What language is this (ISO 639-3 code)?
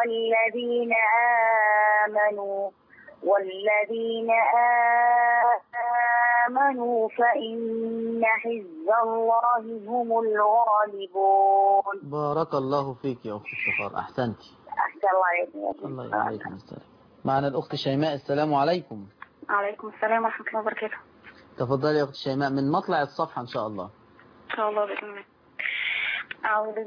ara